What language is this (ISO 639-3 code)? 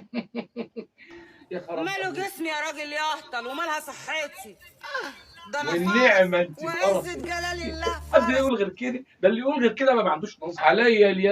arz